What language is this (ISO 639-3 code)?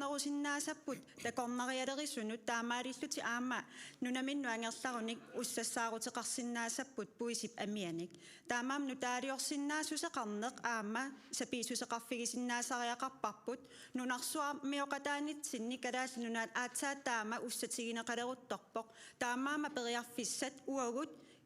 kal